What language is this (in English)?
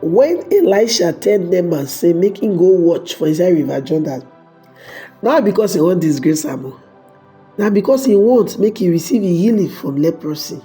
Nigerian Pidgin